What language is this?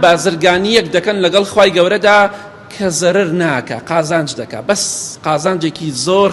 Central Kurdish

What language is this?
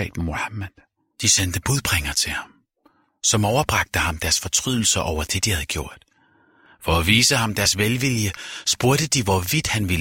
Danish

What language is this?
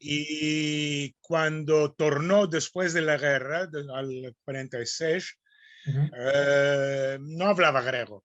Ladino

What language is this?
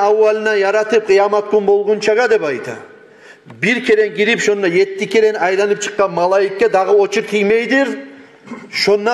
Kumyk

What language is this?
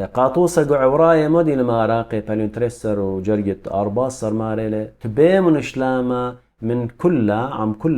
Assyrian Neo-Aramaic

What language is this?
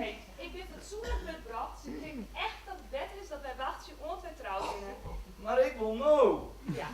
Western Frisian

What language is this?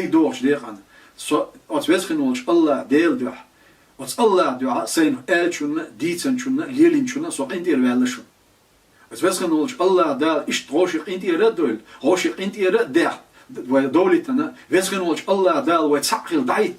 Chechen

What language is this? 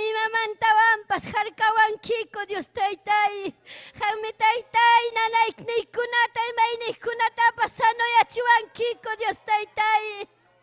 Ayacucho Quechua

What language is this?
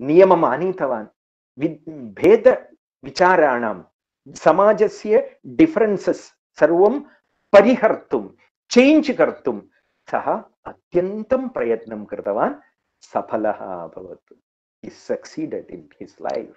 Sanskrit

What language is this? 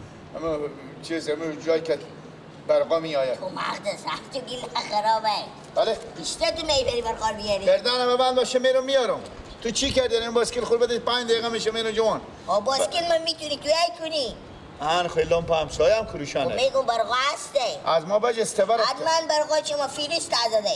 Persian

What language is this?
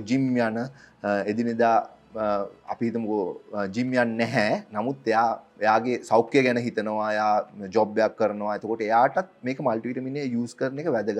Sinhala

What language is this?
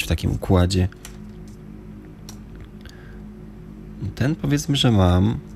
Polish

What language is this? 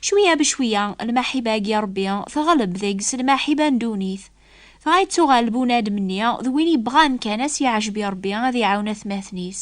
Kabyle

